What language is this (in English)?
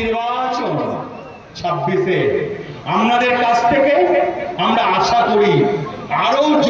Bangla